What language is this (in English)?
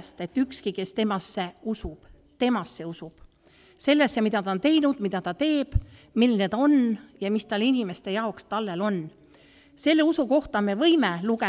Estonian